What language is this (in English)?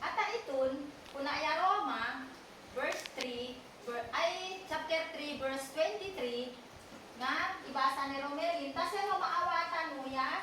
Isnag